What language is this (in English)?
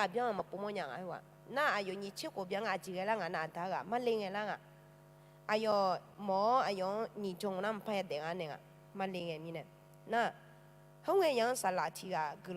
Akha